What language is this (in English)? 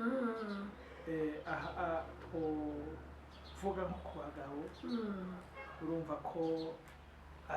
Rundi